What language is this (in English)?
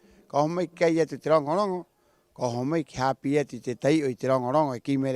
Rapanui